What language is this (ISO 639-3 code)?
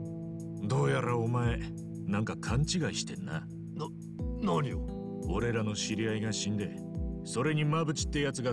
jpn